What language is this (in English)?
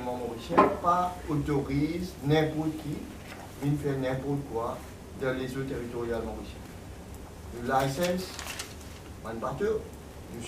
Morisyen